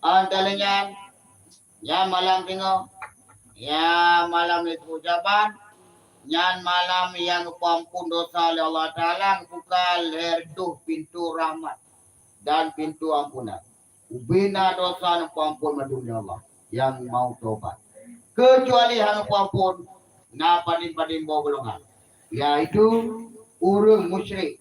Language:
Achinese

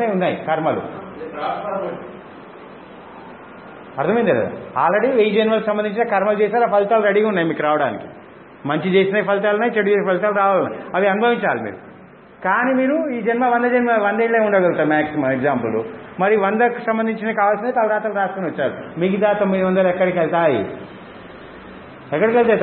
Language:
Telugu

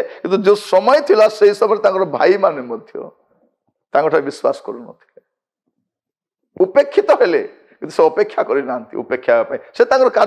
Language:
Odia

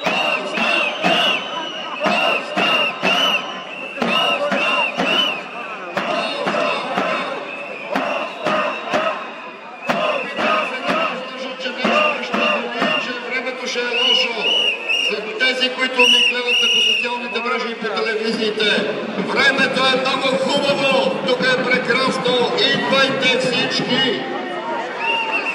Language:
Bulgarian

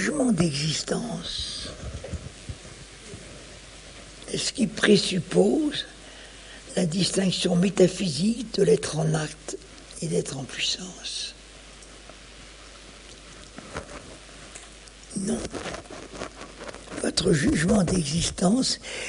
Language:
French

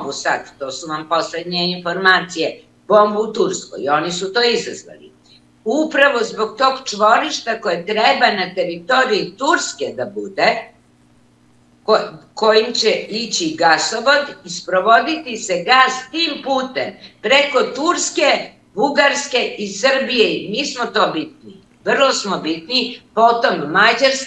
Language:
Serbian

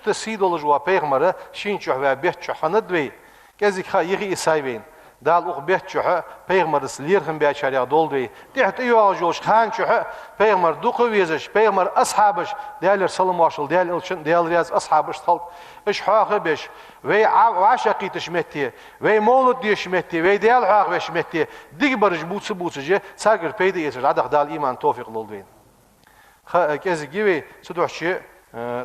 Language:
Ingush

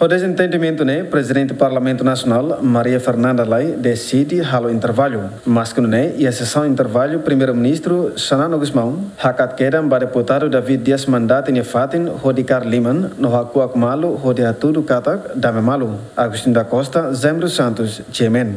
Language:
Tetum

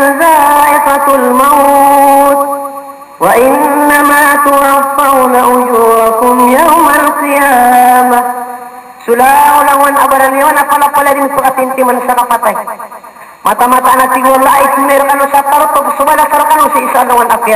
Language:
Maranao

